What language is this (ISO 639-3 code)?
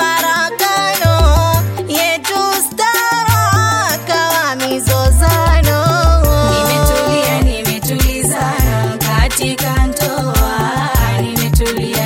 swa